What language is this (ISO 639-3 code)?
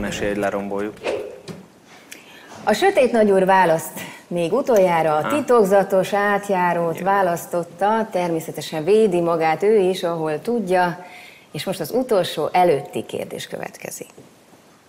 hun